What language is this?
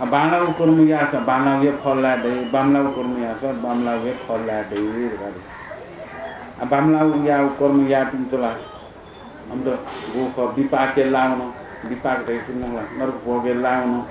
Newari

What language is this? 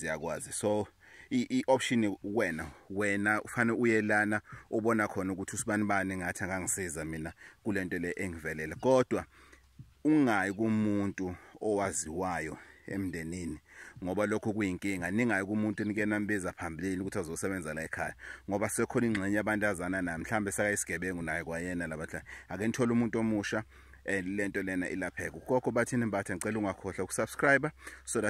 Zulu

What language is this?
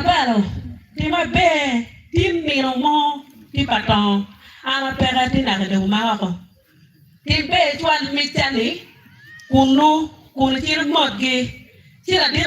Acoli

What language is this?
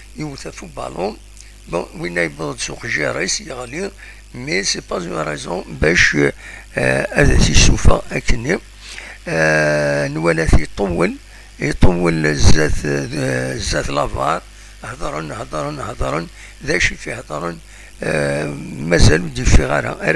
Kabyle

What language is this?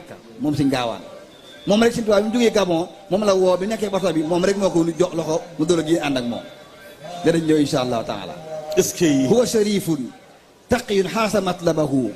Wolof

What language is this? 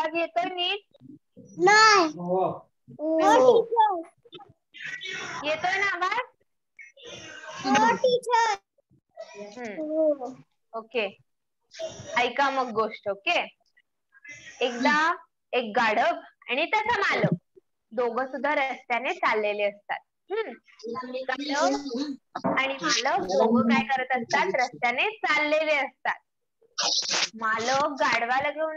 Marathi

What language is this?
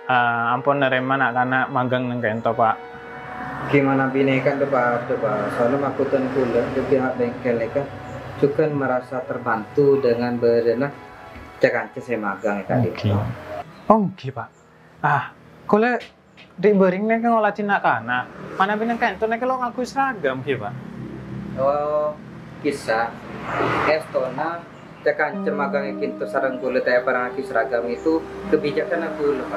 Madurese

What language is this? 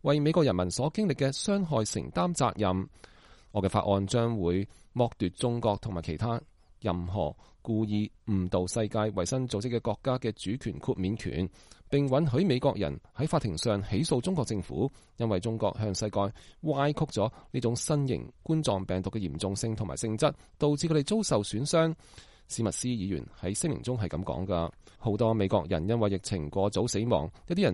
Cantonese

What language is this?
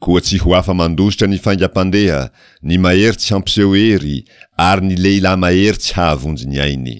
Malagasy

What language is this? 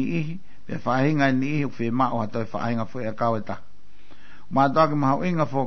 Tongan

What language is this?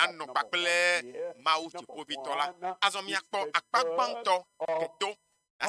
Ewe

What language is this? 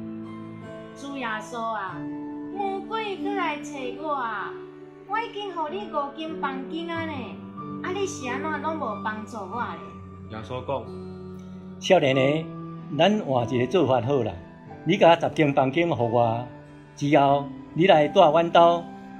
Min Nan Chinese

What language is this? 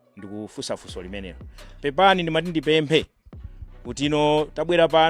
Nyanja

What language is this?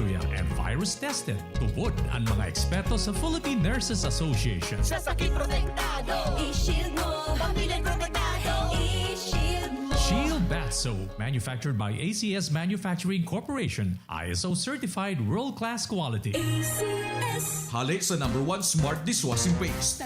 Bikol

